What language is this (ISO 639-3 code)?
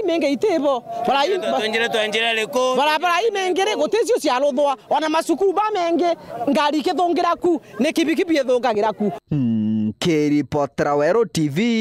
mer